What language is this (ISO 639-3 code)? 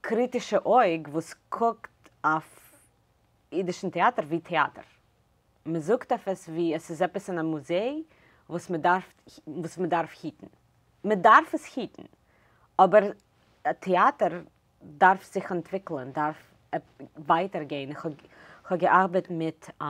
yid